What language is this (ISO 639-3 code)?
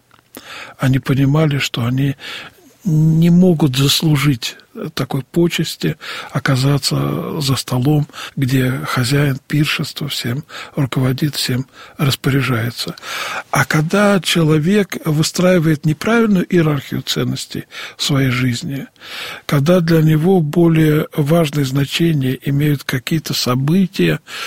rus